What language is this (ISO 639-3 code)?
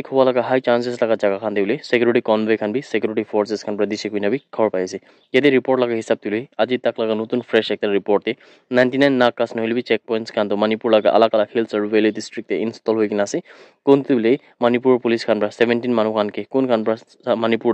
nag